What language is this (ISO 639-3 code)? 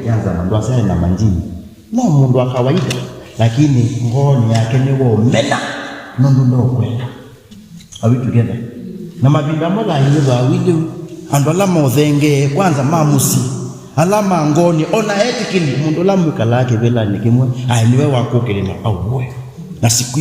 kam